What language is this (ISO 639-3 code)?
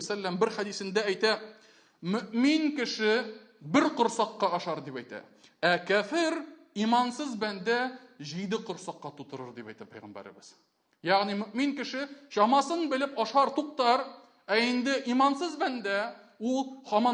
tat